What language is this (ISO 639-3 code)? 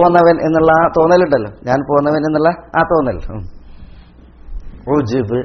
mal